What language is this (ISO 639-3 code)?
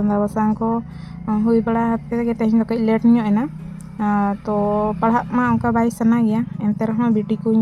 sat